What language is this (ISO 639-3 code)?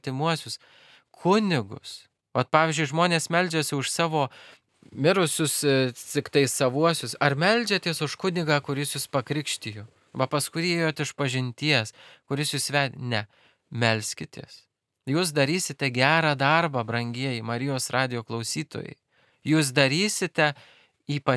lit